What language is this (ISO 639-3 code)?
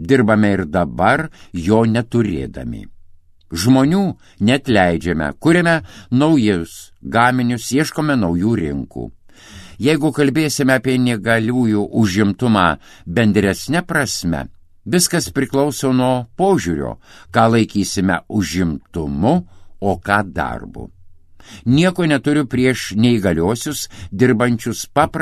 lit